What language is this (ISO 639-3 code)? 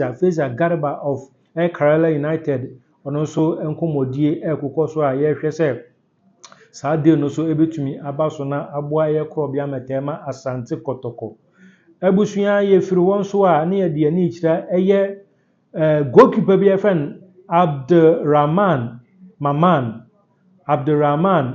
aka